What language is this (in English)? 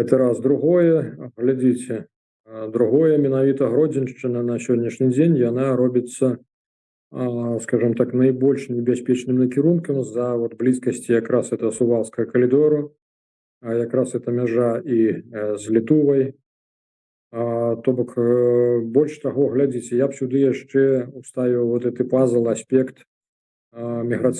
Belarusian